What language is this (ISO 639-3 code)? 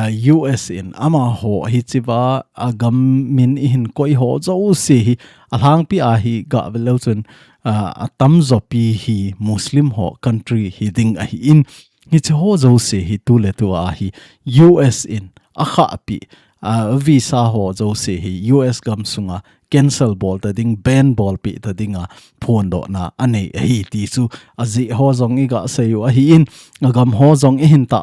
tcz